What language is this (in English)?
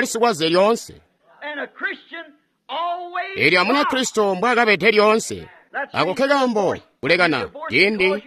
Tonga (Zambia)